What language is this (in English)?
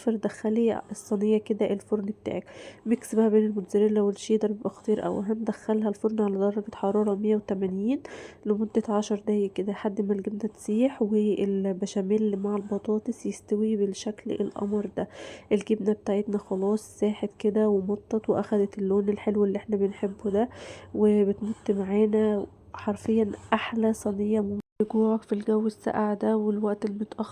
Egyptian Arabic